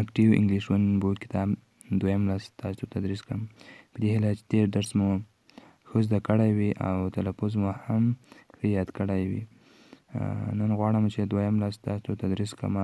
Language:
Pashto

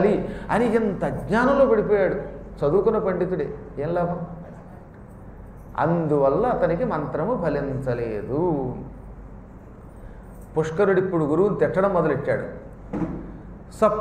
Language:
Telugu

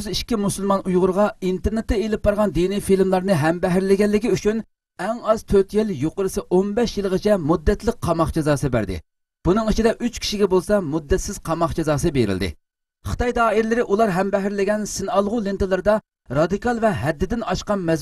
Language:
Uyghur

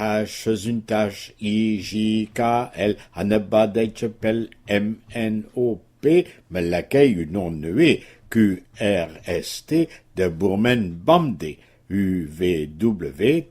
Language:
Breton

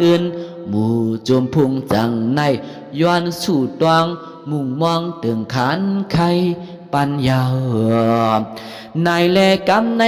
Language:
Shan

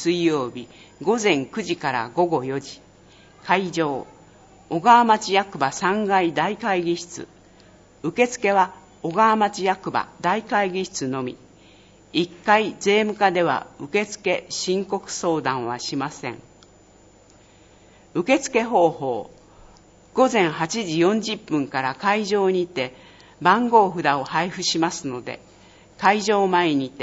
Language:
Japanese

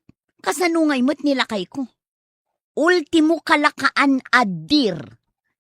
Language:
Iloko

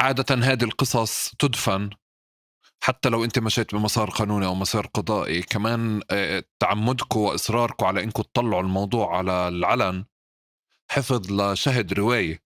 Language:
North Levantine Arabic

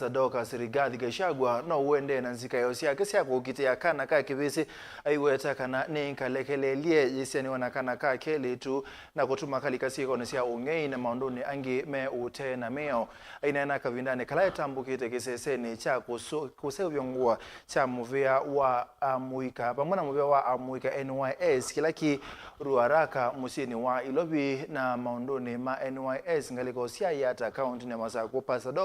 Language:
Kamba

